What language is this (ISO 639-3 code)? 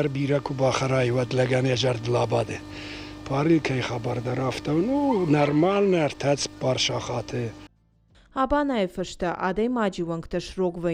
oss